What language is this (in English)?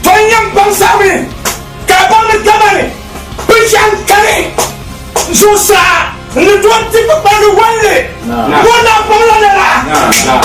Dagbani